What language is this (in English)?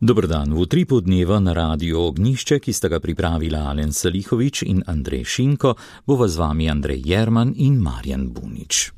Slovenian